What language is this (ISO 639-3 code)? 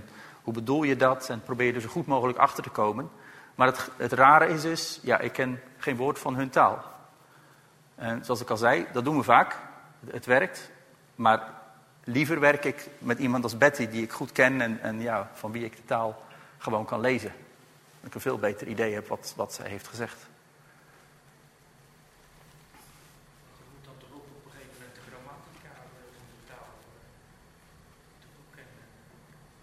nld